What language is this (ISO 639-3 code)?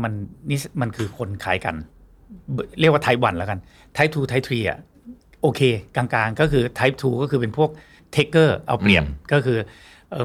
tha